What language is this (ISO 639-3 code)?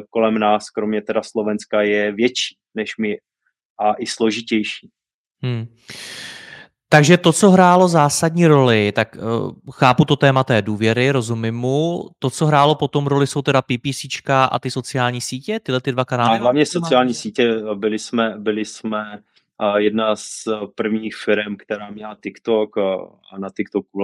ces